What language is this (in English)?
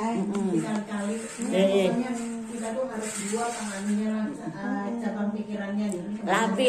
Banjar